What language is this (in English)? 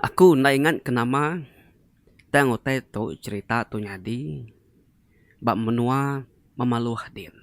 Iban